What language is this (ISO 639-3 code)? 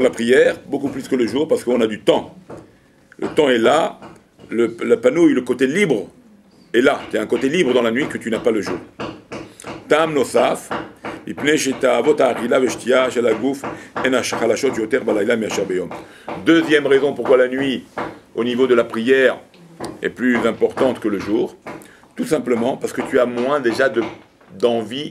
fra